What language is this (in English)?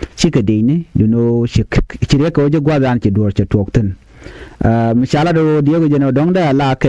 Nuer